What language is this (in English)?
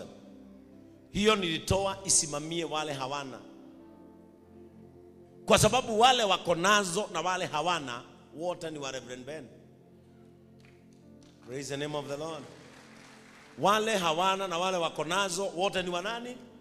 Swahili